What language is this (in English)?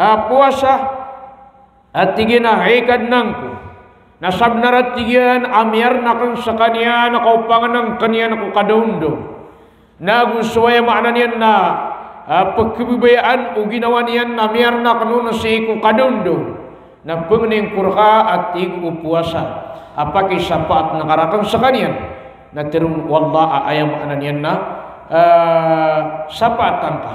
Maranao